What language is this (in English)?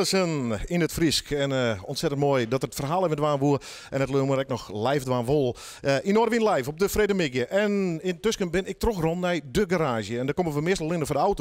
Western Frisian